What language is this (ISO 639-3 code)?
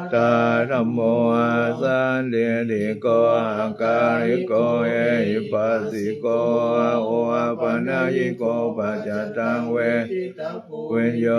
pli